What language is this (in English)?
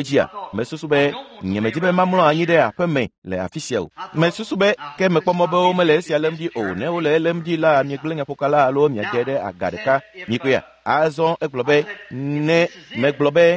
Ewe